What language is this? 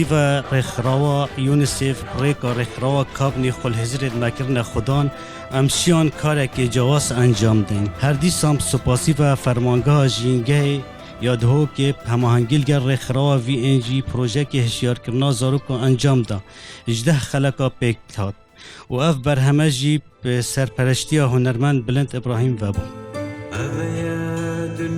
Kurdish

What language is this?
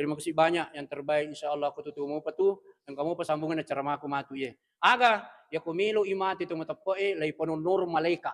Buginese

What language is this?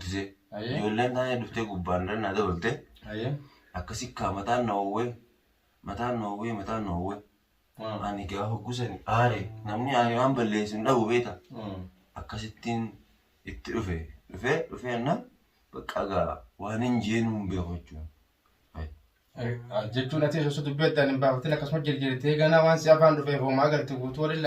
Oromo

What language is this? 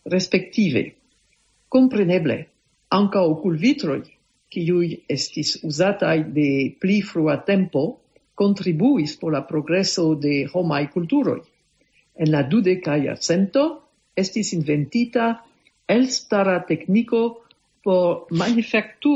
Esperanto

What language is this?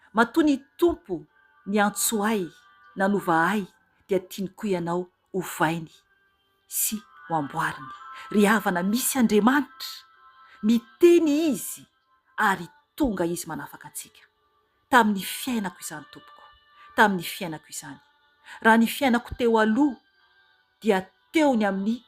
Malagasy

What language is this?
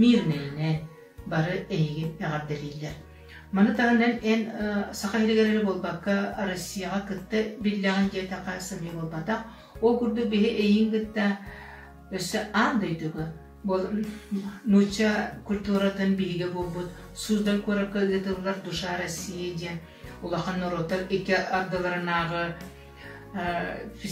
Yakut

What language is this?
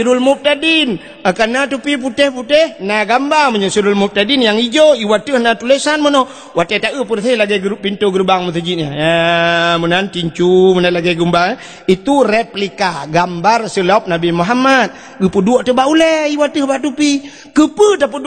Achinese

